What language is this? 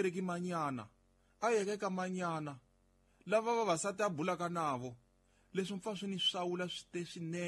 Tsonga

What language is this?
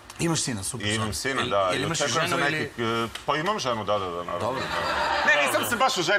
Serbian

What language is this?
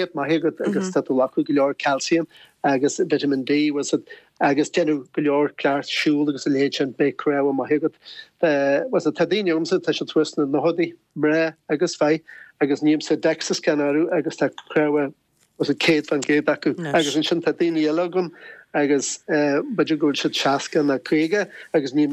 Irish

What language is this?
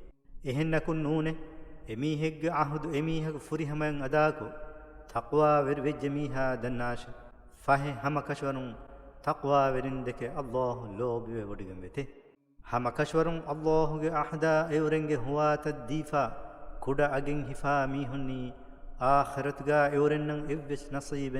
Divehi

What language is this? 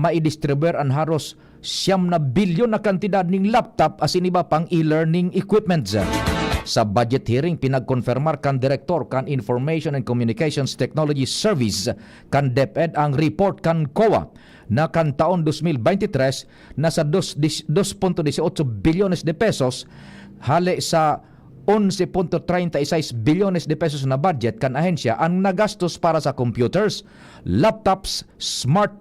Bikol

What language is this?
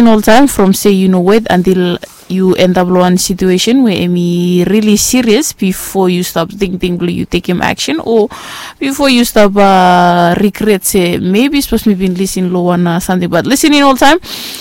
Bislama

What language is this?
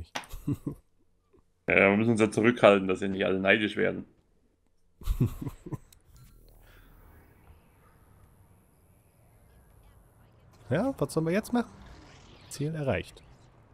German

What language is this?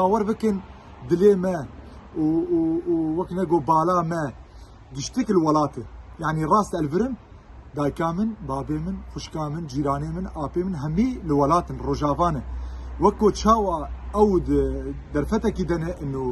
Kurdish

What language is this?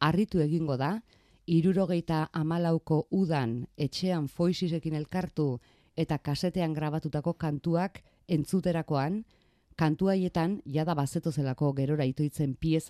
Basque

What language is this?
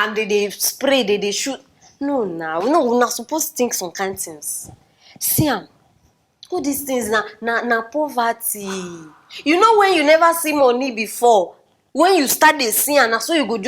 Nigerian Pidgin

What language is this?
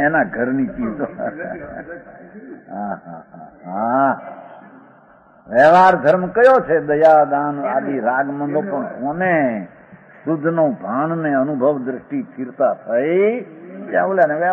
Gujarati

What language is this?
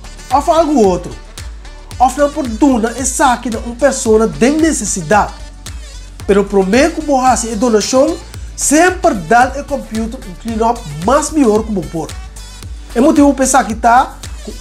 Papiamento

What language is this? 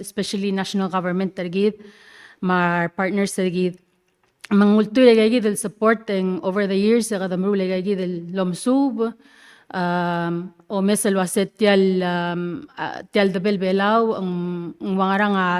Palauan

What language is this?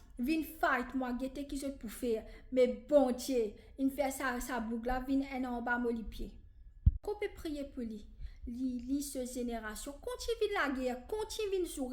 Morisyen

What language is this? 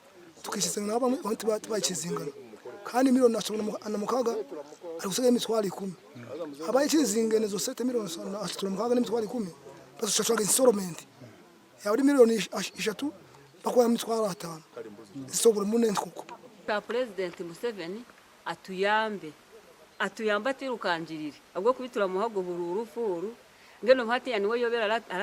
Nyankole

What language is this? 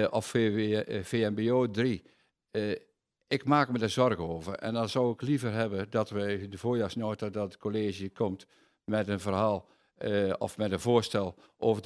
Dutch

